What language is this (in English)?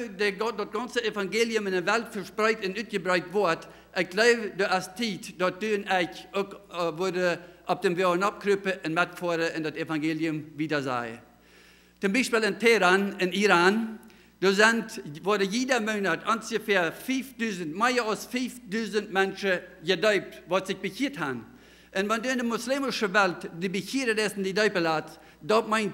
Plautdietsch